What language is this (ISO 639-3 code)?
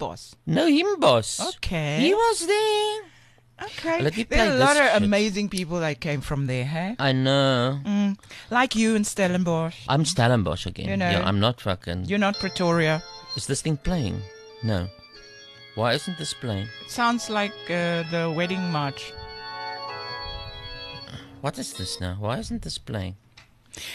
eng